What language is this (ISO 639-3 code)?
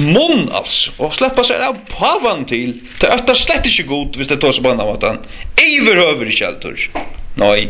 fao